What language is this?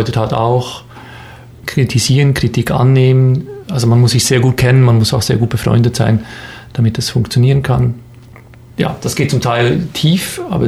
German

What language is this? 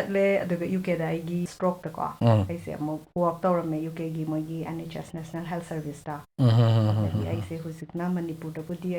Manipuri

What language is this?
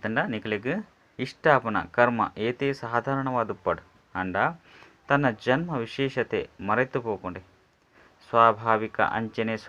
Tulu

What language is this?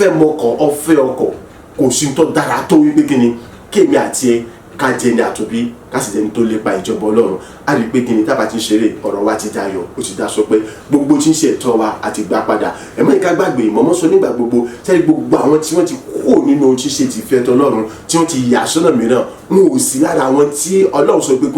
Yoruba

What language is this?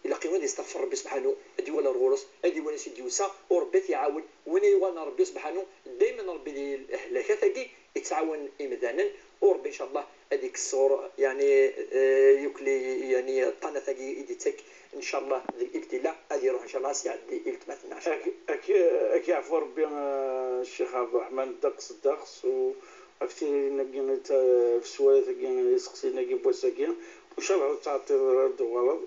Kabyle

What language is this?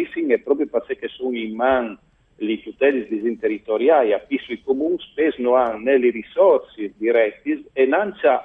Friulian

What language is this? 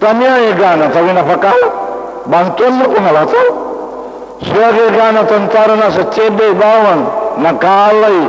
Buginese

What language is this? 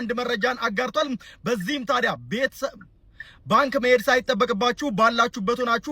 Amharic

